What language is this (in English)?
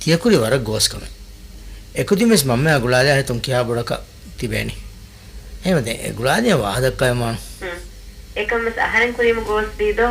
Divehi